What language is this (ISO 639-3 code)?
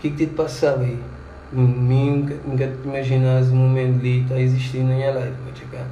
kea